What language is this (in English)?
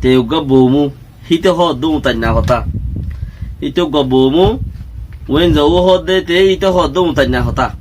Rohingya